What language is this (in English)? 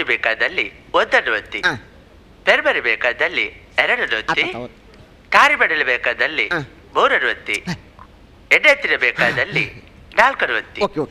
Tulu